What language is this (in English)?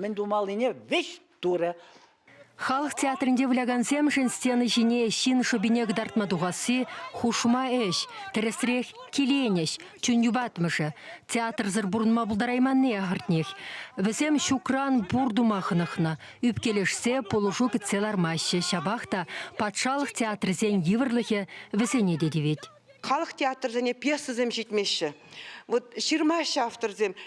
Chuvash